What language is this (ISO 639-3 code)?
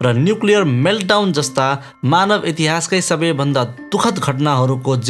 nep